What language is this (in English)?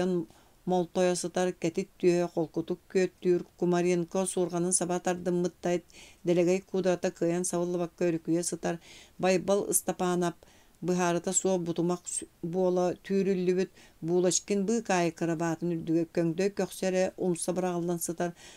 Yakut